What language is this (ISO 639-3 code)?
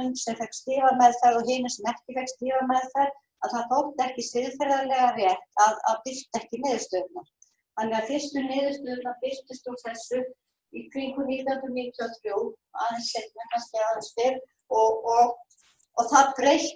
isl